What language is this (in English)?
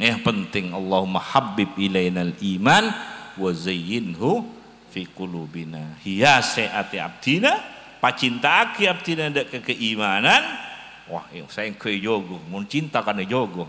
Madurese